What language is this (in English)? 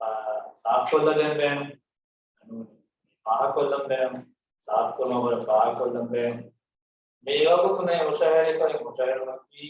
Divehi